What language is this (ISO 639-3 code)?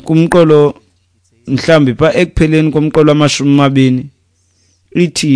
xho